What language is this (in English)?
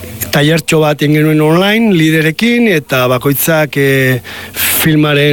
Basque